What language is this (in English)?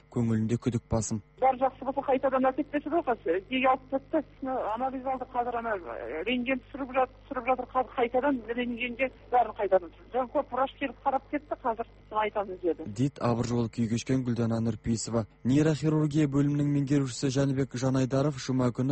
Kazakh